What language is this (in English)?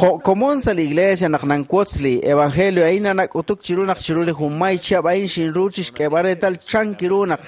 Kekchí